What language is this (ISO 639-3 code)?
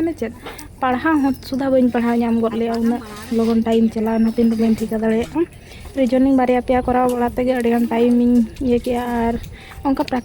sat